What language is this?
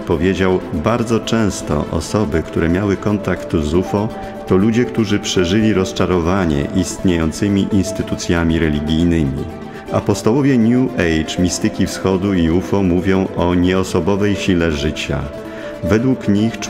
Polish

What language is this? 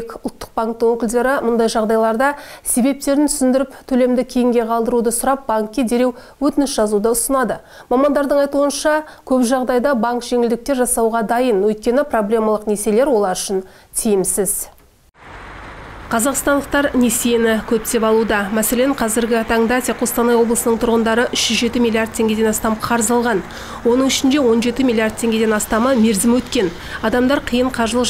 Kazakh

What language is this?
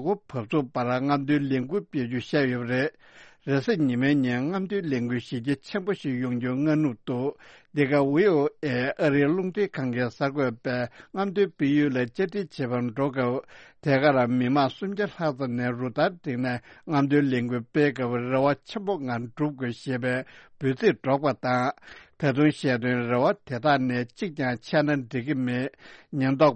Tibetan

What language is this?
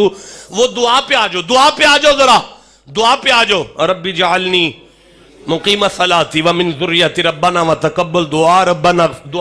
Urdu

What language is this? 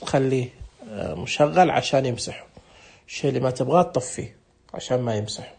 Najdi Arabic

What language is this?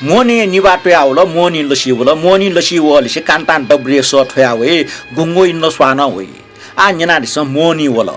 Newari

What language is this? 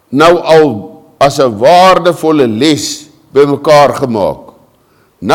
Afrikaans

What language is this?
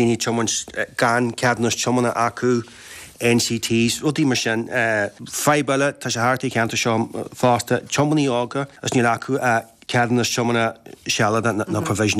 Irish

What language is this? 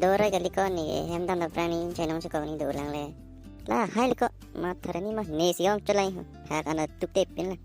Karbi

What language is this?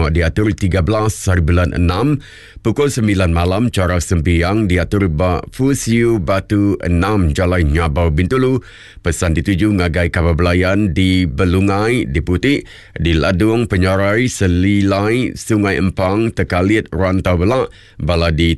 Iban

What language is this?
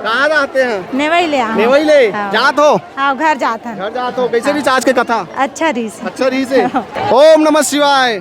Chhattisgarhi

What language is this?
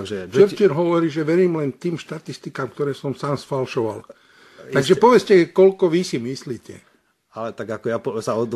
Slovak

